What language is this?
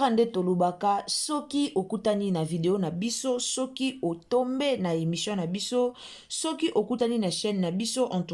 Lingala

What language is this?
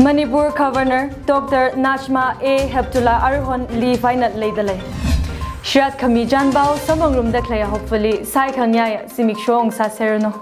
Tangkhul Naga (India)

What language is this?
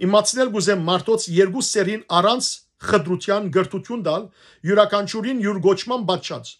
Western Armenian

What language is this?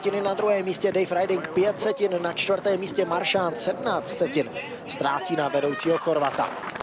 Czech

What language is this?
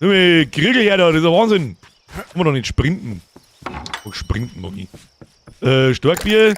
Bavarian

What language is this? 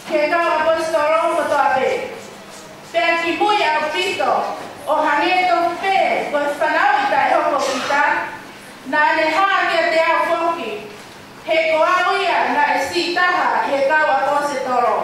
Tongan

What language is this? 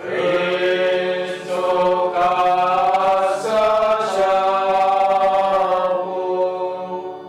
Garo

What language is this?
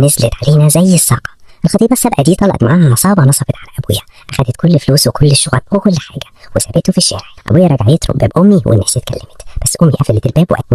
Egyptian Arabic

